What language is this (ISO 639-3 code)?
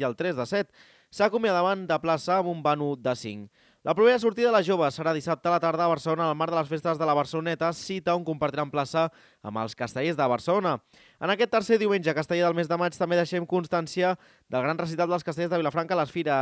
cat